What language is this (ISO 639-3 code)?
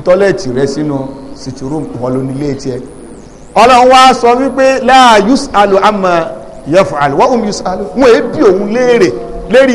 yor